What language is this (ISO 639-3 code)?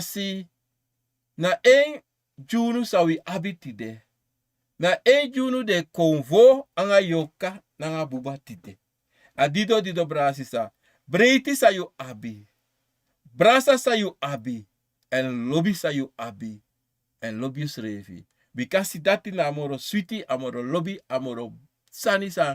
srn